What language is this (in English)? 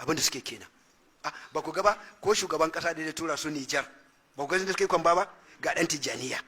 Hausa